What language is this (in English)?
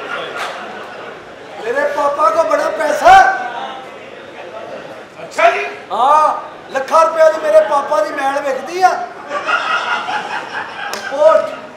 Punjabi